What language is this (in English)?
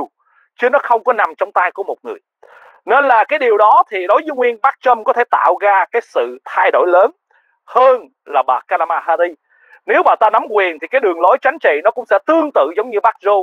Vietnamese